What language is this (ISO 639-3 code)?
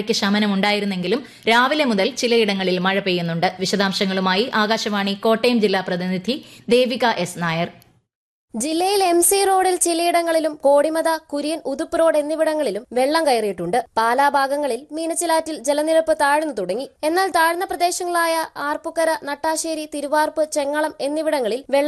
mal